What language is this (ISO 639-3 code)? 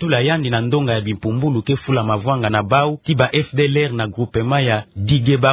ktu